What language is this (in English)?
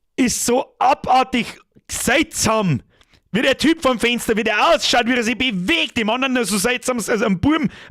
Bavarian